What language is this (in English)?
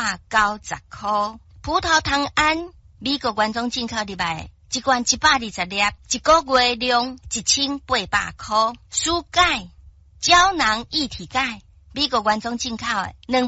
Min Nan Chinese